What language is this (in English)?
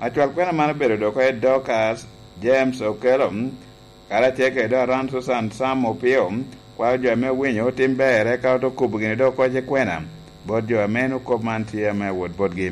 Lango (Uganda)